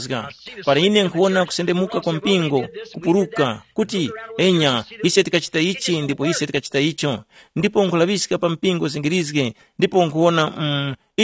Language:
Tumbuka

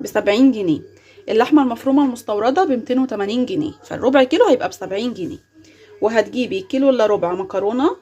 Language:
Egyptian Arabic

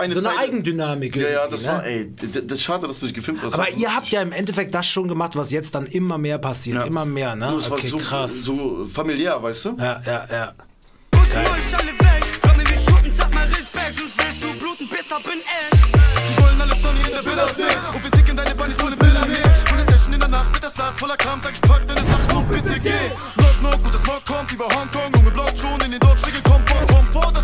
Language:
German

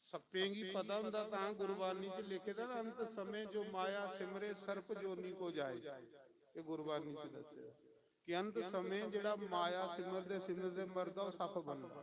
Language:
Dogri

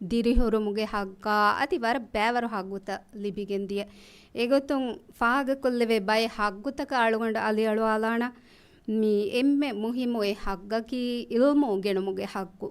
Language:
Divehi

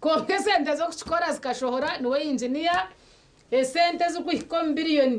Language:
Nyankole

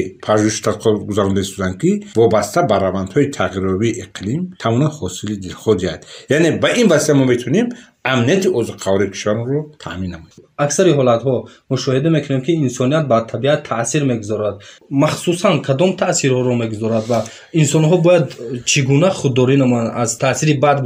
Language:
Tajik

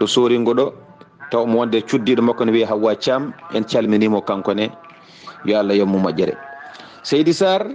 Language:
Fula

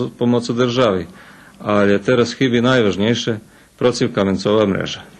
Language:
Rusyn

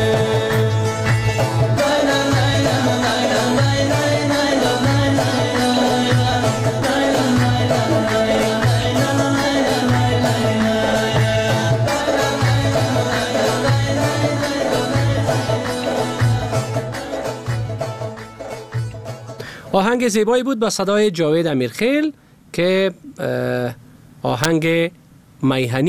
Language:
Persian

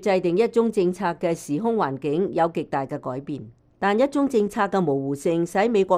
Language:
Cantonese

